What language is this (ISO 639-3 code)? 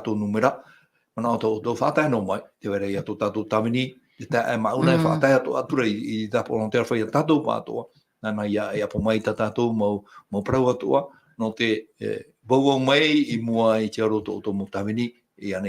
tah